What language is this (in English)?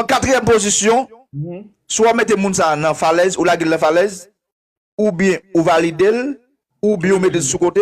Haitian Creole